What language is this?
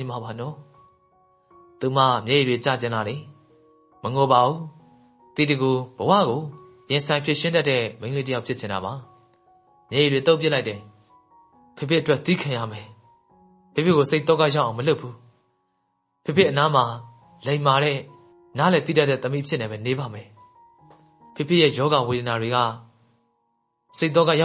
Burmese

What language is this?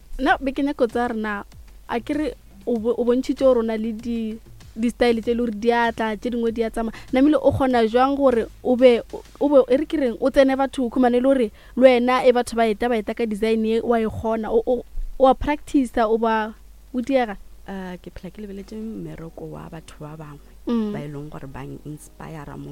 Northern Sotho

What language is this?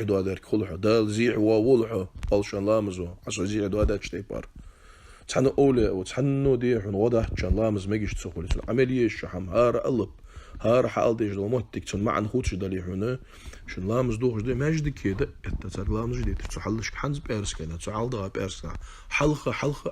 Ingush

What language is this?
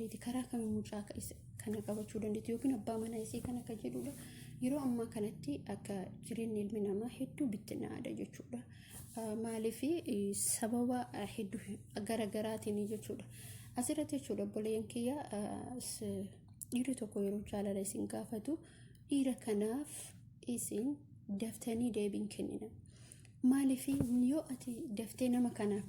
Oromo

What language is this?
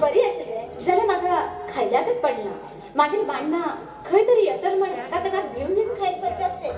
Konkani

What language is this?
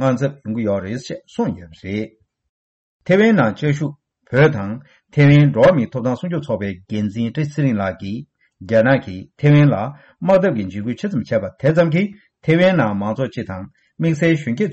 Tibetan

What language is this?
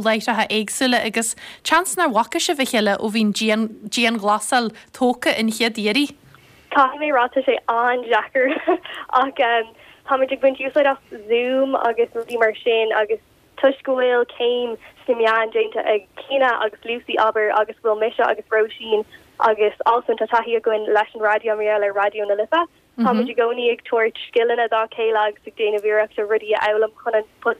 Irish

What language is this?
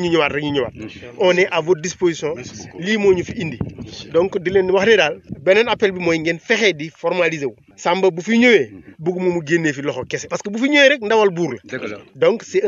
Wolof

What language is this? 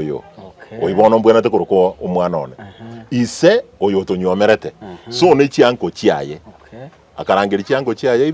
Gusii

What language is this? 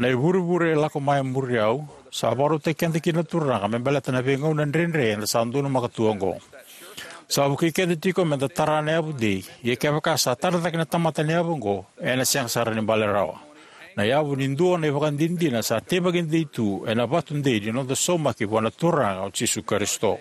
Fijian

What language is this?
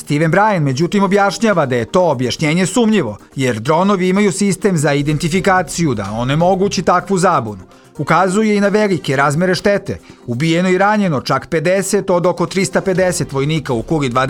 Bosnian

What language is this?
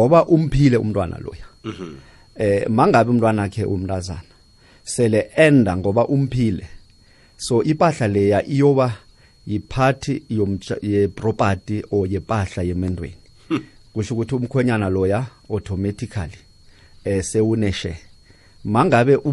South Ndebele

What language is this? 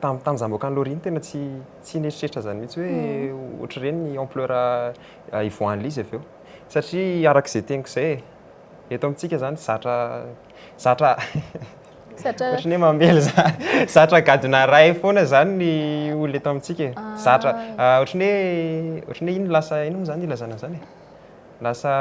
Malagasy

